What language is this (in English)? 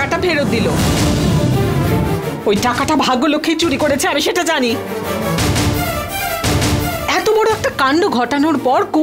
Bangla